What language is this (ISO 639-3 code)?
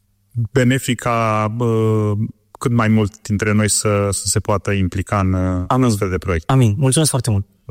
ron